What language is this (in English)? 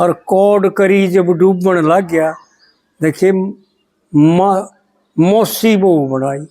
Haryanvi